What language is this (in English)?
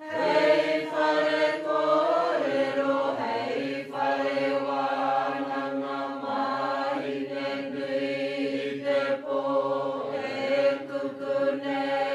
Māori